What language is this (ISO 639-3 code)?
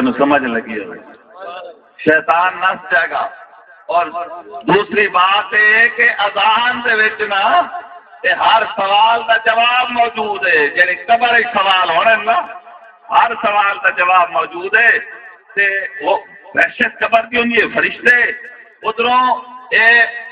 skr